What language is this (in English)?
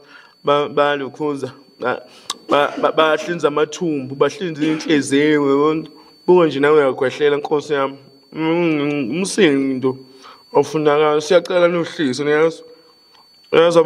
Zulu